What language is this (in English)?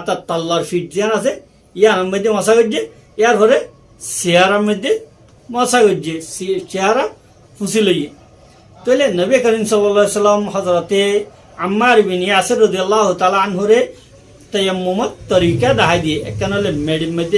Rohingya